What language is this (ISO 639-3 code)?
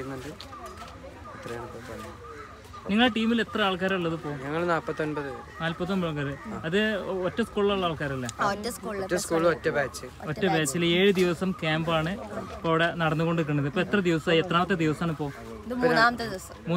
mal